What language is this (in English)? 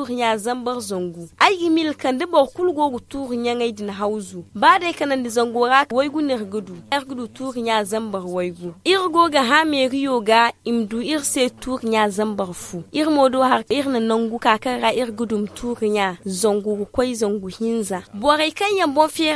Zarma